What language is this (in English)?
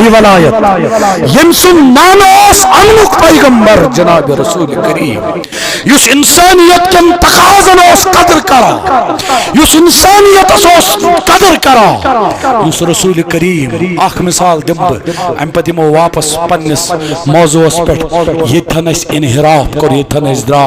Kashmiri